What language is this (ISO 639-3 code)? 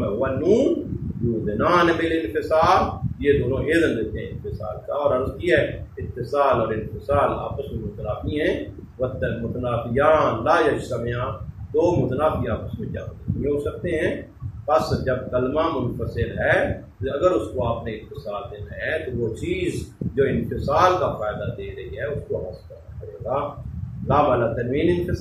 urd